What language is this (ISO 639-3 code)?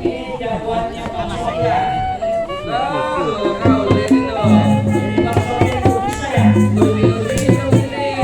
bew